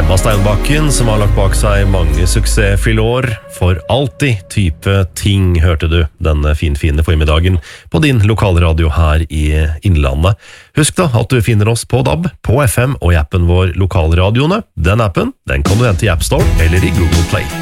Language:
Norwegian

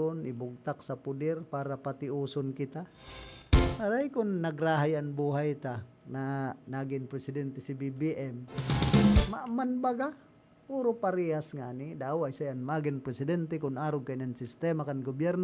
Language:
Bikol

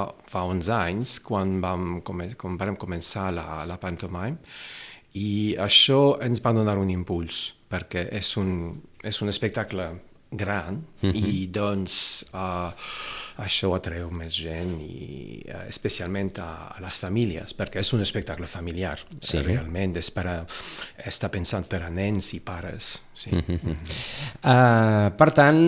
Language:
Catalan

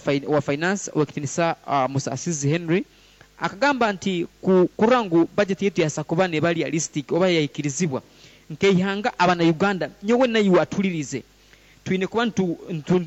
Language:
Nyoro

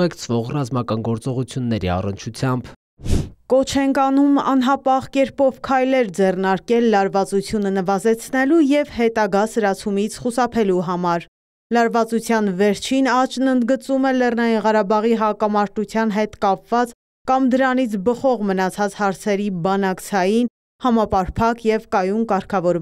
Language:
Armenian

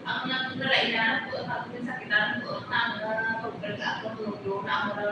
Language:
Hiligaynon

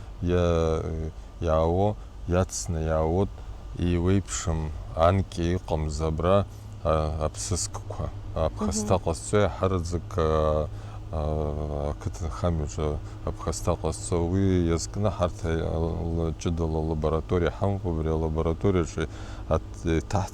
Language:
Abkhazian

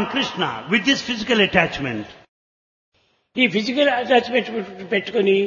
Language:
Telugu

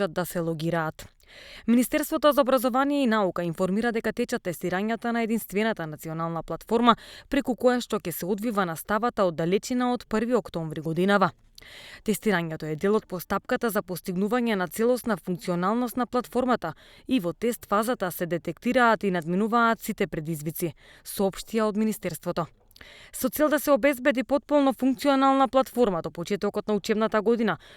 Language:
Macedonian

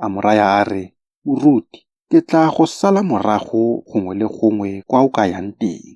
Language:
Tswana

